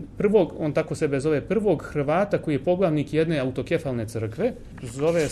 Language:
Serbian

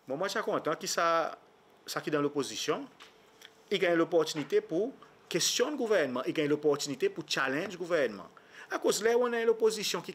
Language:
Seselwa Creole French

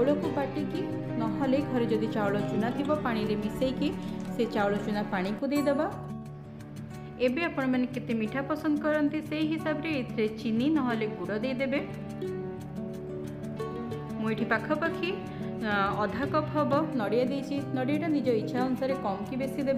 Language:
Odia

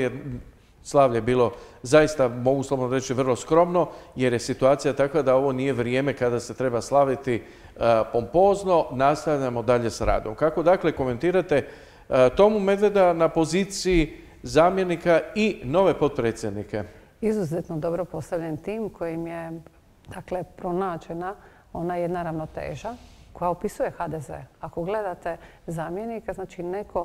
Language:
Croatian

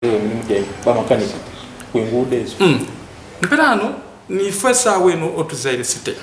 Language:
Ganda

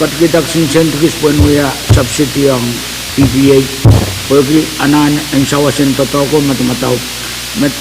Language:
Pohnpeian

